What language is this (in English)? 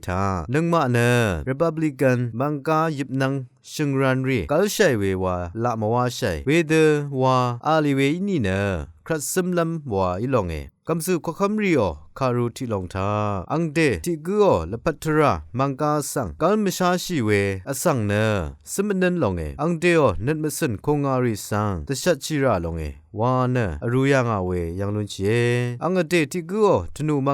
Rawang